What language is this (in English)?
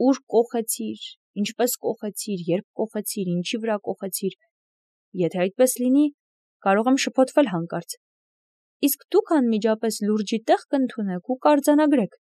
Armenian